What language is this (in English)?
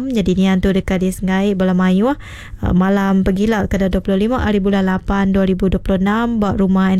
Iban